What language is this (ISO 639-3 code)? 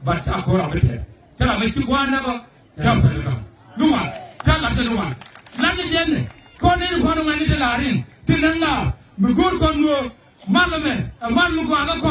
nus